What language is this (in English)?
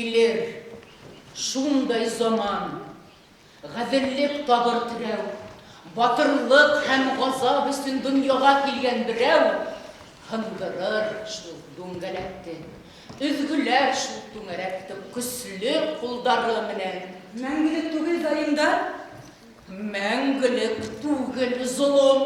Bashkir